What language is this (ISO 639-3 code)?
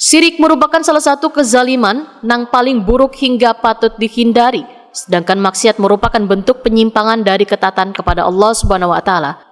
bjn